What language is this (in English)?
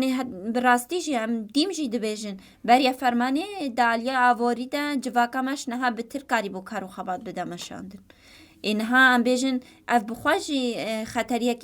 Kurdish